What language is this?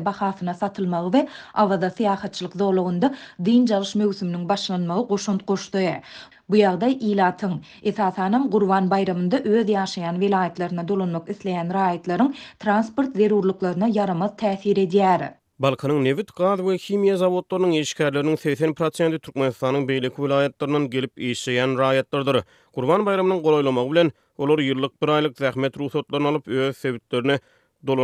Turkmen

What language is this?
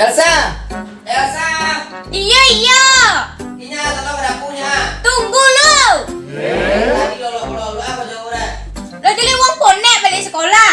Minangkabau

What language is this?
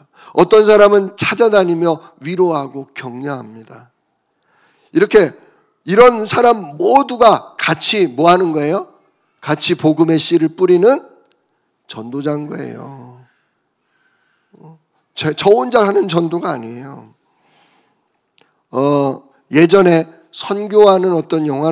Korean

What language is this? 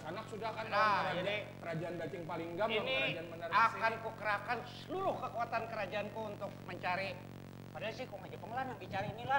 Banjar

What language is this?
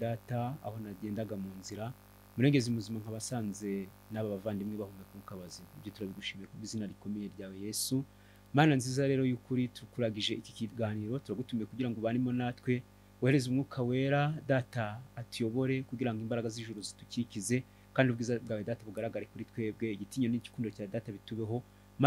Kinyarwanda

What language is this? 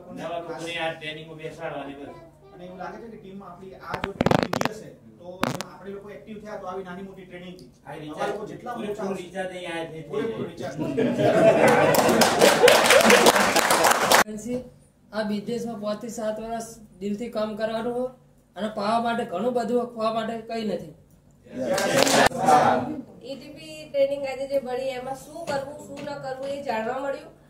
Gujarati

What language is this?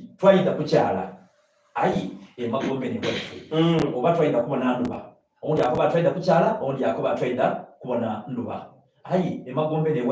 Soga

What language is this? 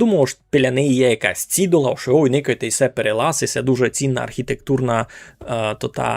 Rusyn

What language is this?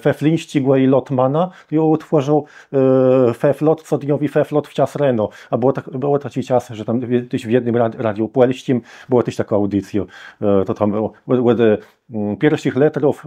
Kashubian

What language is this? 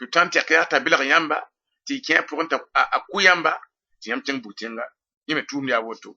Mossi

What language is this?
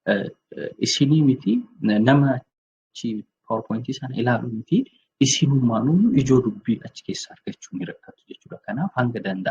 Oromo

